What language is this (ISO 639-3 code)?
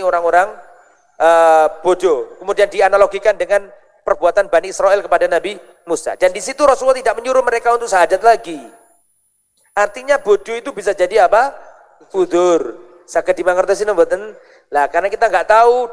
ind